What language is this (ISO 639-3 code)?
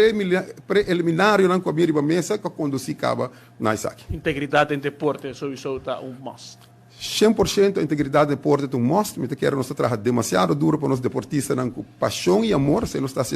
pap